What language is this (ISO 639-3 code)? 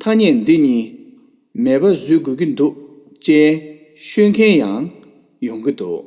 bod